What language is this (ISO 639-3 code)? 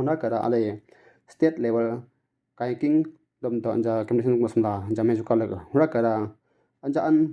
mxj